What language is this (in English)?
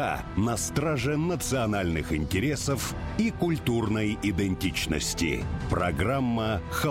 Russian